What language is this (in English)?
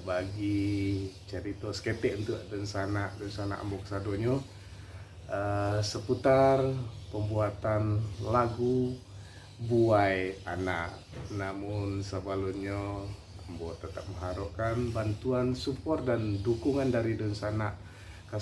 Minangkabau